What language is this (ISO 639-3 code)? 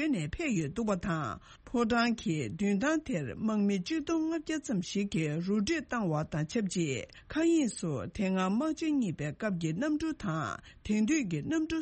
bod